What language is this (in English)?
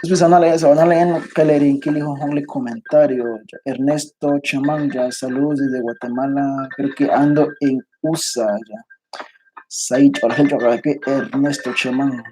Kekchí